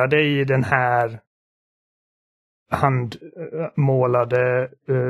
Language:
Swedish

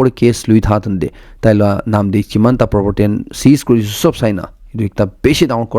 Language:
Naga Pidgin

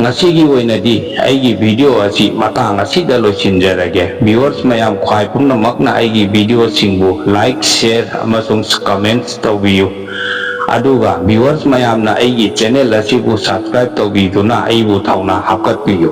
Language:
Manipuri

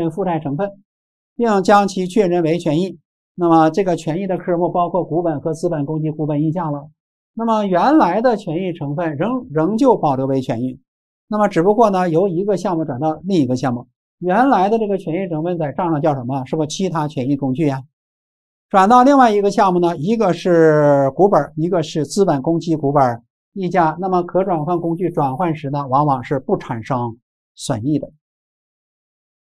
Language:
Chinese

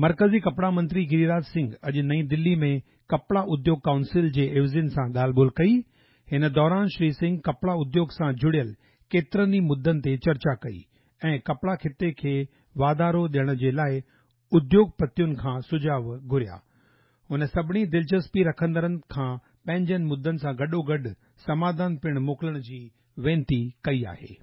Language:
Sindhi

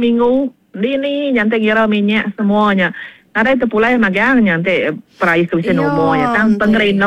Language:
Iban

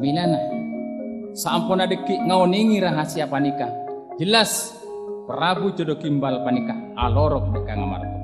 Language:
Madurese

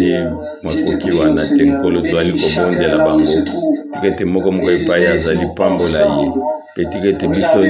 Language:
Lingala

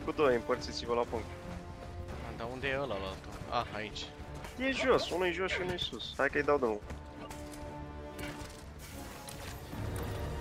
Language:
Romanian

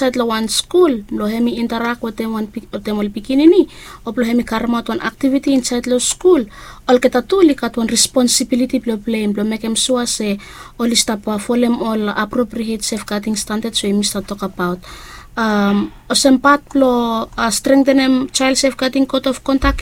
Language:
Bislama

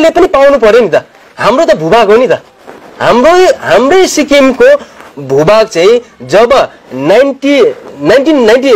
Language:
Nepali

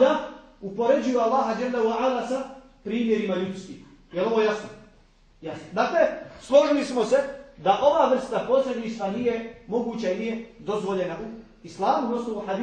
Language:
Bosnian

